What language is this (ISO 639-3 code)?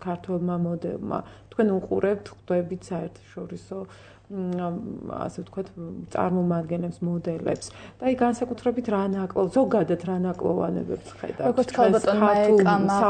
kat